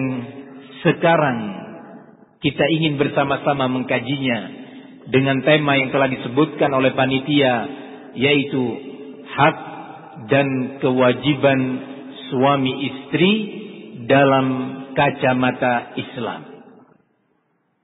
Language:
Indonesian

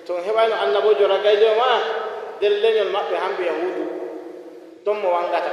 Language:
Nigerian Fulfulde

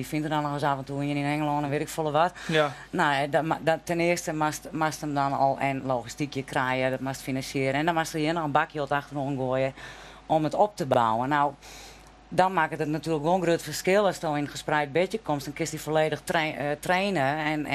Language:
Western Frisian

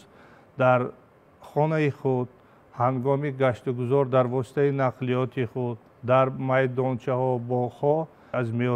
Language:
Tajik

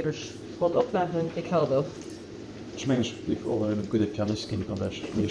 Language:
Luxembourgish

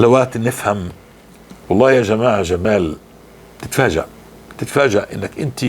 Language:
North Levantine Arabic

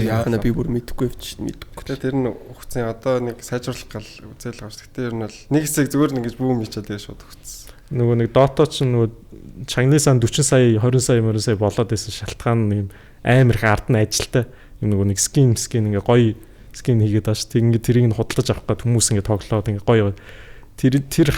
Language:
Mongolian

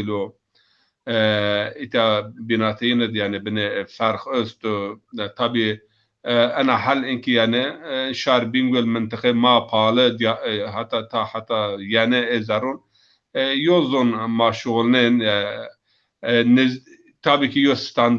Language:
Zaza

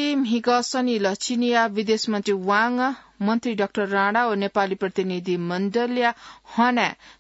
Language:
Newari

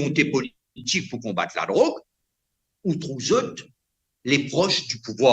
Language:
Morisyen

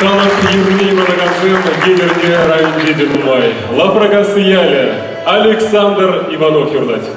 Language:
Chuvash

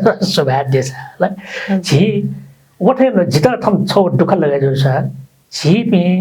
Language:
Newari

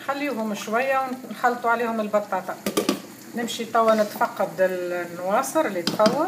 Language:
Tunisian Arabic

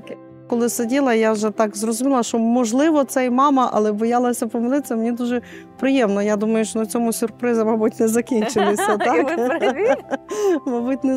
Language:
Ukrainian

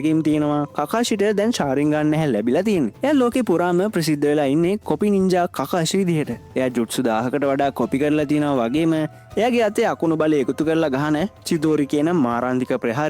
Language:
Sinhala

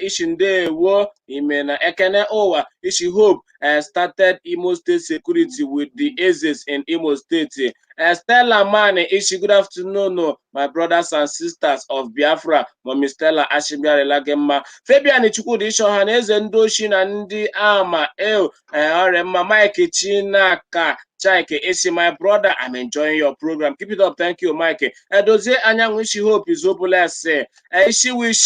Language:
Igbo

